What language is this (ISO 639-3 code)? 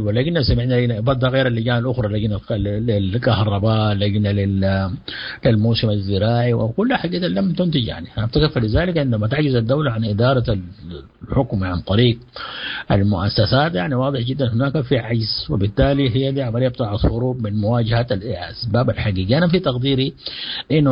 apd